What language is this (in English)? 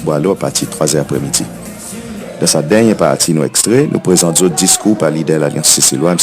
Seselwa Creole French